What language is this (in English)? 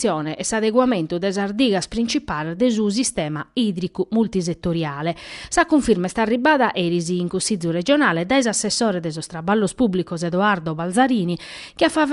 Sardinian